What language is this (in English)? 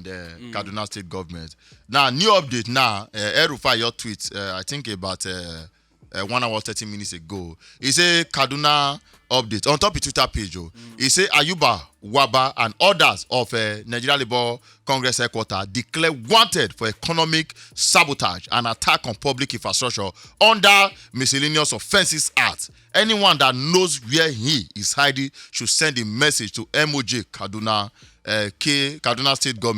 Nigerian Pidgin